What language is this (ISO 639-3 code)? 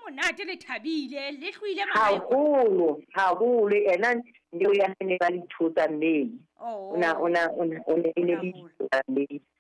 sot